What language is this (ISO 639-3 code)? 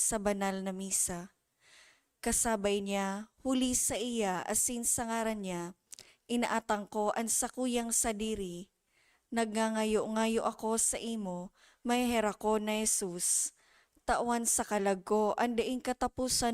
bik